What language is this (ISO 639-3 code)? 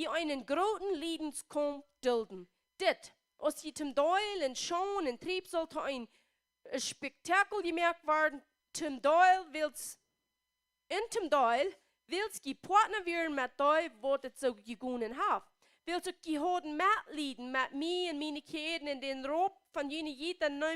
pdt